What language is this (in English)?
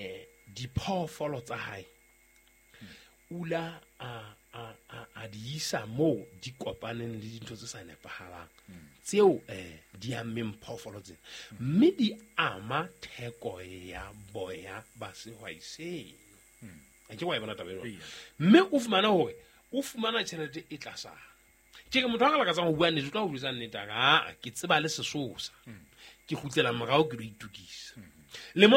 Southern Sotho